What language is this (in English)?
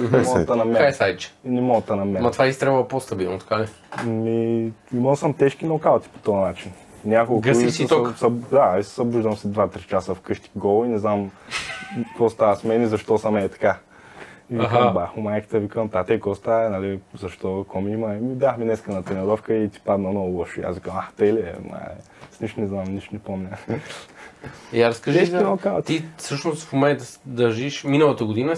Bulgarian